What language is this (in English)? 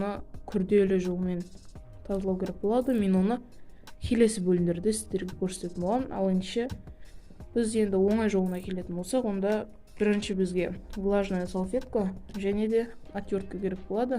Kazakh